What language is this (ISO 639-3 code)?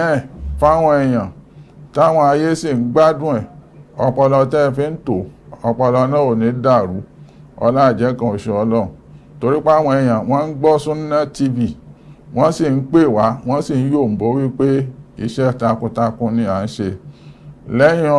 yor